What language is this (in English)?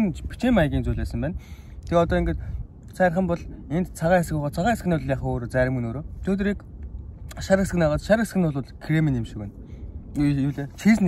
Mongolian